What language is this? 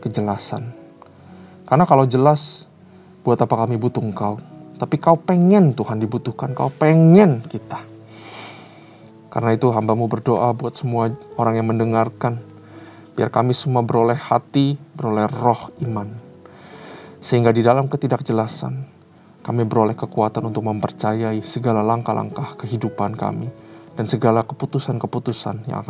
Indonesian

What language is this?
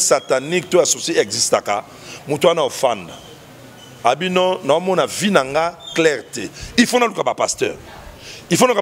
Lingala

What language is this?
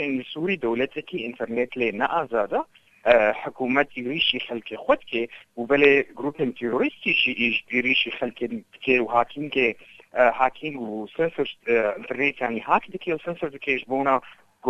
Kurdish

